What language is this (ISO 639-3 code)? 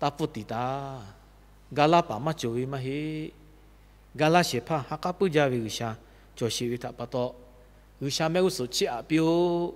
lhu